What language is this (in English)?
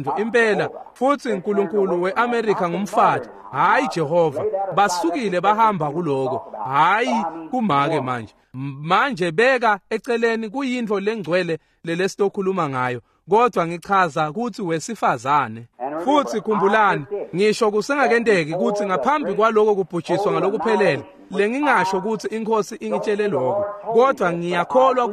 Swati